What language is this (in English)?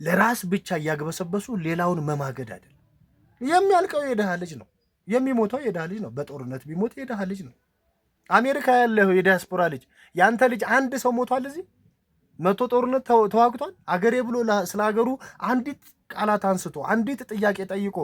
Amharic